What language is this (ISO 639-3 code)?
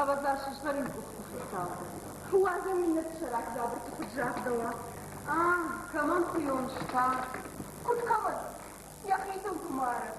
oss